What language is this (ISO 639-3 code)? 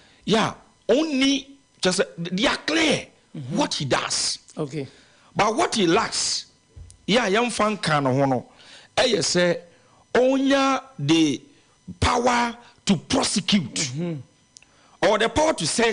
aka